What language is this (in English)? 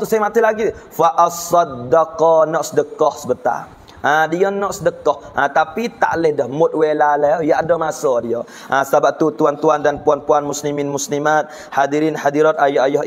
Pattani Malay